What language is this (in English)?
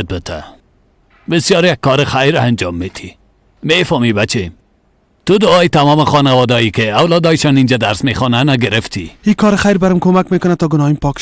Persian